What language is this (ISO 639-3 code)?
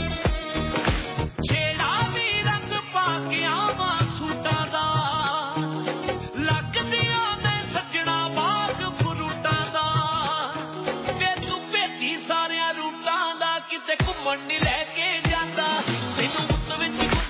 pan